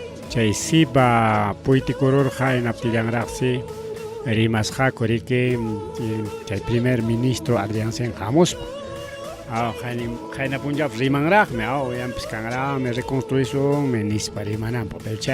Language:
Ayacucho Quechua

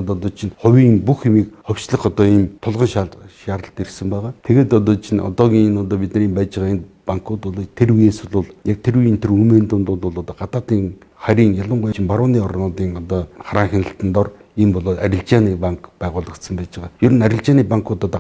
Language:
Mongolian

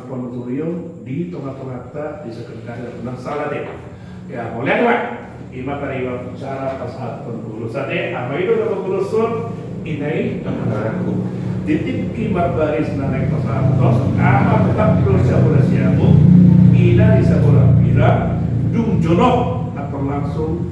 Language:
Batak Toba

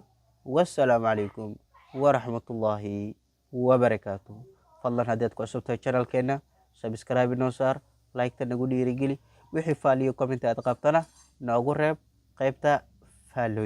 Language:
Somali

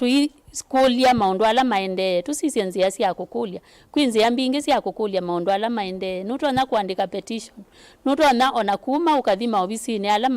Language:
Kamba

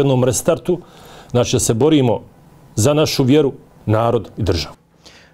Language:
Bosnian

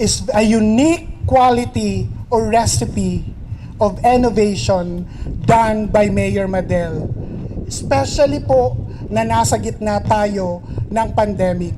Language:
Bikol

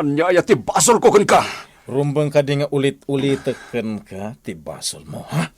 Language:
Iloko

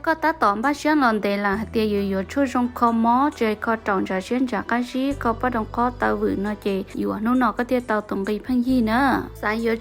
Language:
Hmong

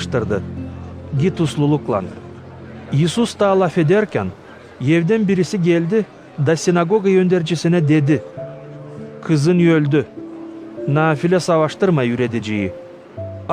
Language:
Gagauz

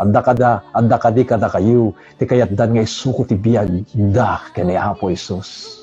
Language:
Iloko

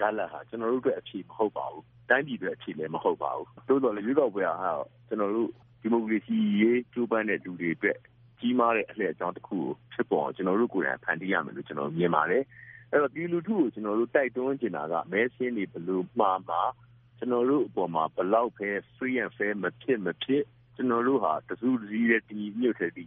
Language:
Burmese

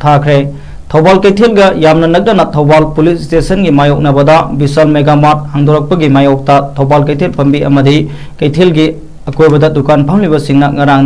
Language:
Manipuri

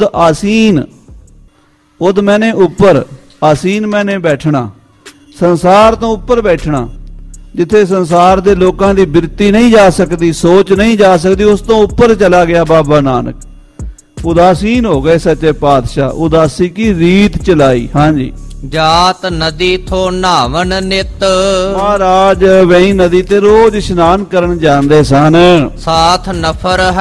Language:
Punjabi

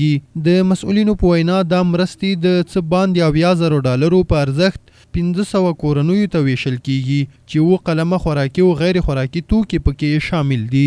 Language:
Pashto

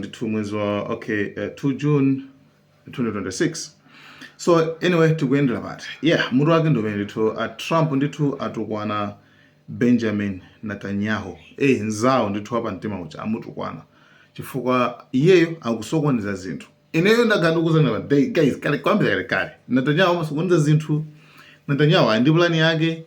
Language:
Nyanja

